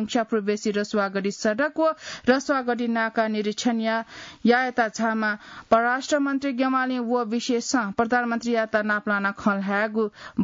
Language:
Newari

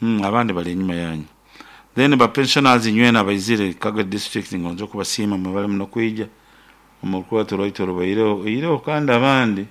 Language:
Nyoro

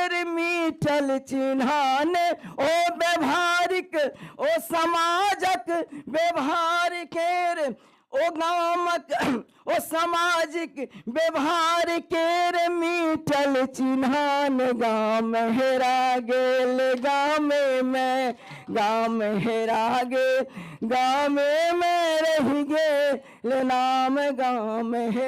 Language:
Maithili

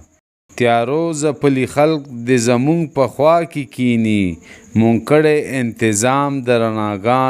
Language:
Pashto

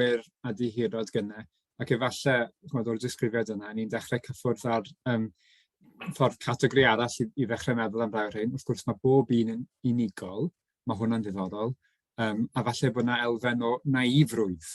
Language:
Welsh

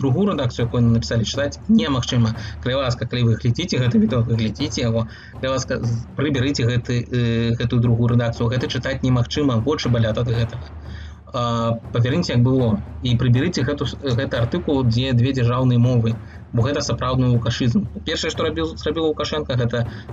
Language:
Belarusian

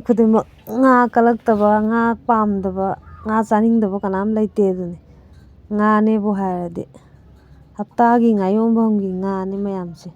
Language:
Manipuri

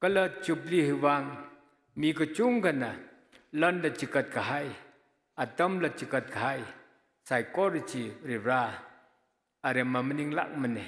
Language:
Tangkhul Naga (India)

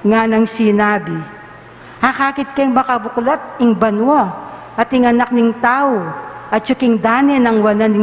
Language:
Pampanga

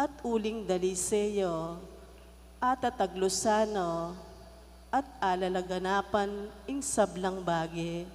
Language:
Pampanga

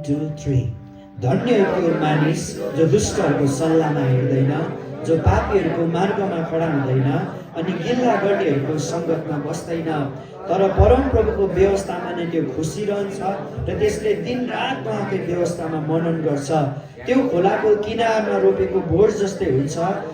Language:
Nepali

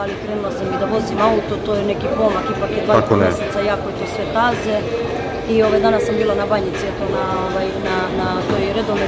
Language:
Serbian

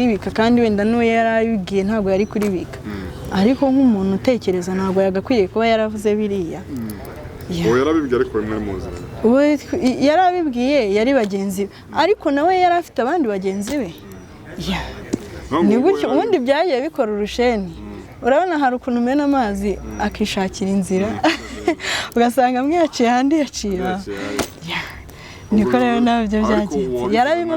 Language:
Kinyarwanda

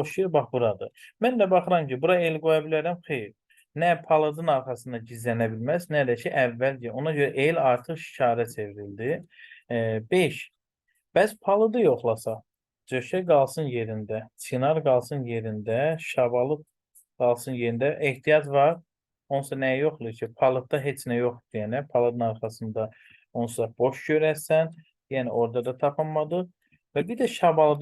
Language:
Azerbaijani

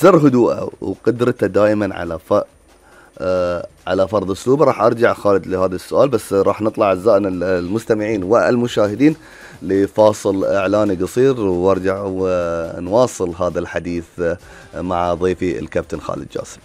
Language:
Gulf Arabic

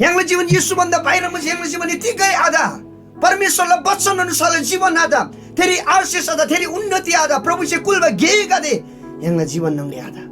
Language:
Eastern Tamang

